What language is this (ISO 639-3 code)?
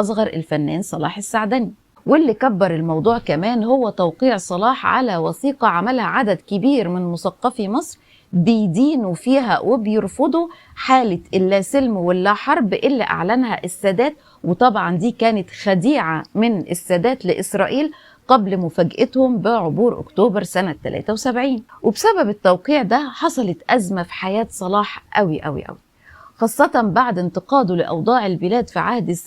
arz